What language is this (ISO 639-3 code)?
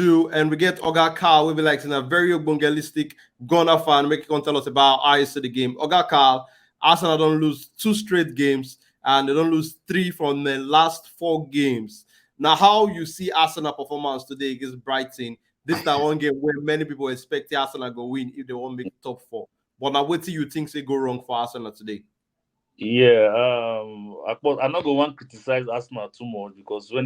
pcm